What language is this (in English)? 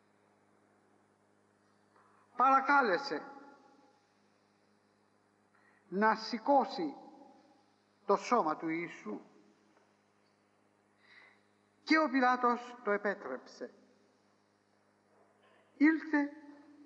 Greek